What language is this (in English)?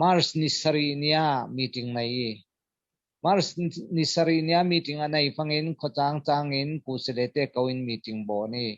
Falam Chin